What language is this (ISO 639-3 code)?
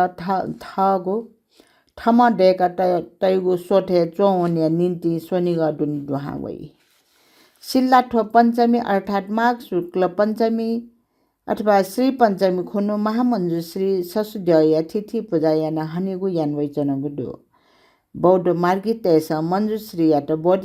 new